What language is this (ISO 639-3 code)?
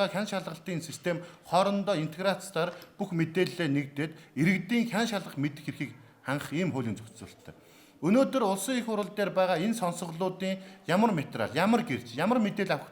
mon